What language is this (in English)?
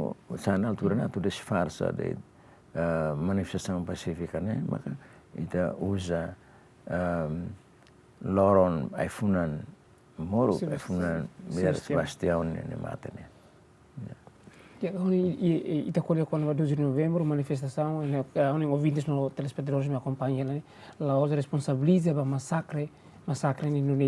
Tetum